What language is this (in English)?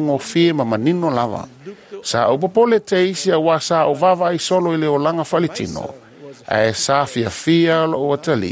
Samoan